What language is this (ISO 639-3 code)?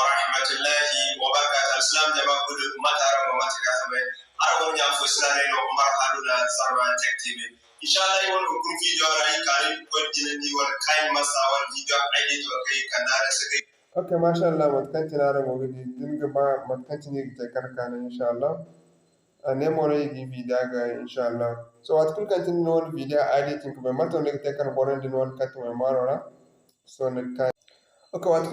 dje